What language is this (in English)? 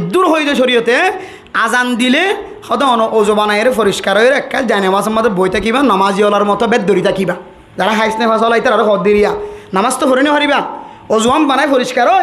Rohingya